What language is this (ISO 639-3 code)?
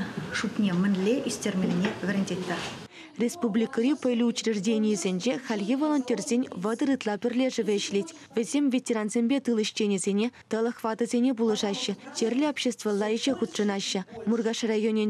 chv